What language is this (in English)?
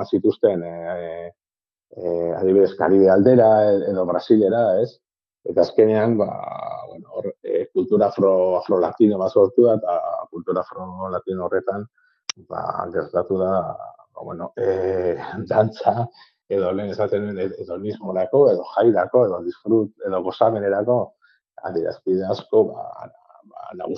Basque